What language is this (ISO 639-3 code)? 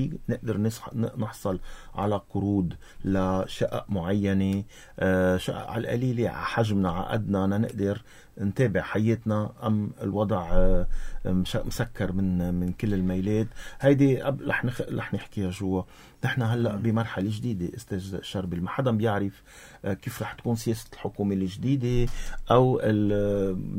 apc